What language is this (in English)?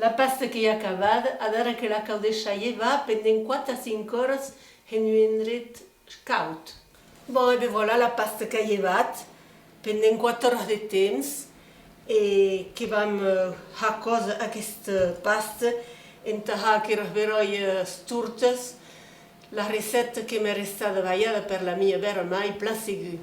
Occitan